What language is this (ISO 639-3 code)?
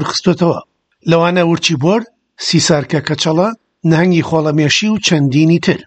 ckb